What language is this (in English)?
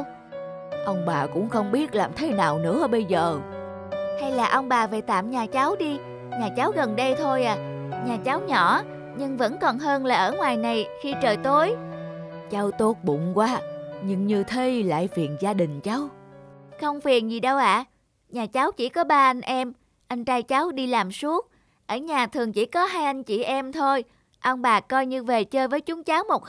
Vietnamese